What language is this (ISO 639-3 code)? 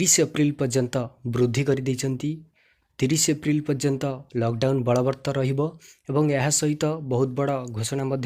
ori